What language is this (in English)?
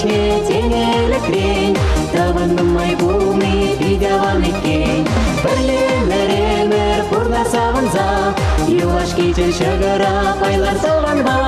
Chuvash